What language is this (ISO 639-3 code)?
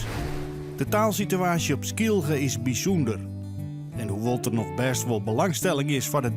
fry